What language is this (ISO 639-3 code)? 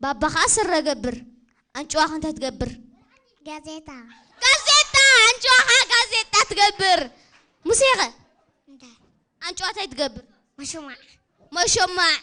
tir